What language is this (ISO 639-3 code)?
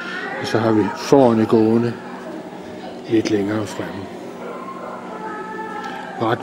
dan